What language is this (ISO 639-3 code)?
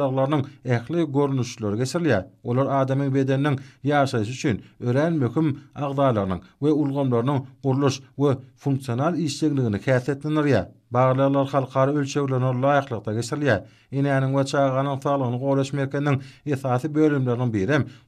tuk